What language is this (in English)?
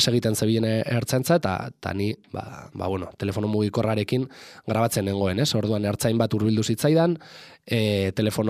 Basque